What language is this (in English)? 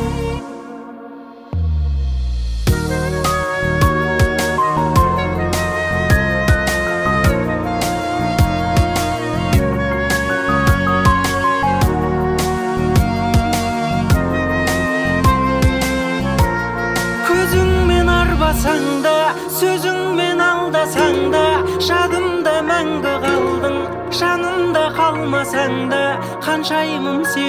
Kazakh